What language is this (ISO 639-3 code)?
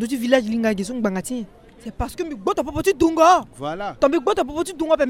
sag